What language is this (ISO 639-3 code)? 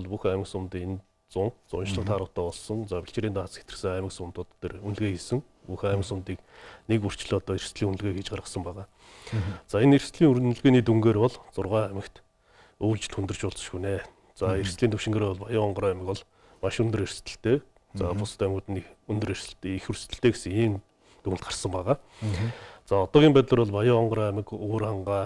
mon